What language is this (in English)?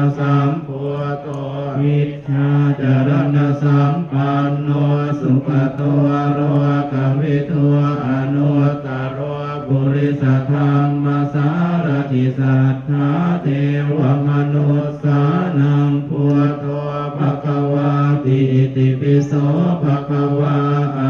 Pali